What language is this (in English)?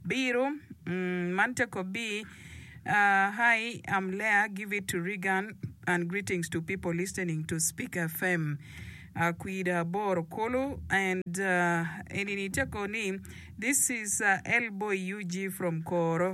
Acoli